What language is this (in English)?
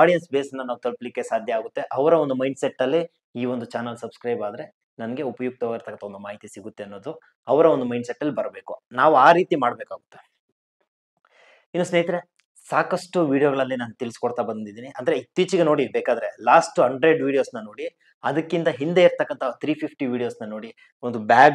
Kannada